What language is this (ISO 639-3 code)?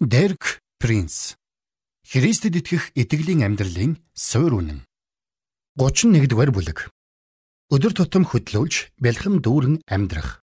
mon